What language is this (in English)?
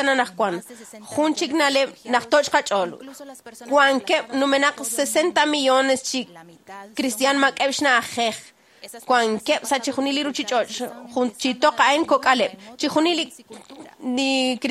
Kekchí